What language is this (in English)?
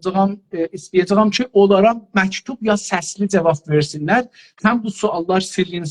South Azerbaijani